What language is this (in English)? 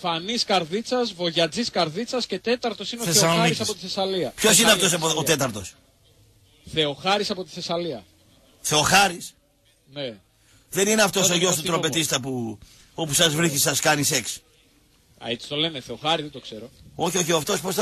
Greek